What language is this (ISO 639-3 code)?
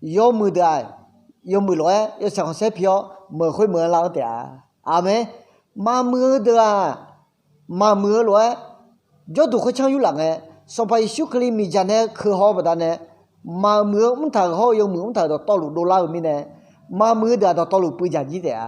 ahk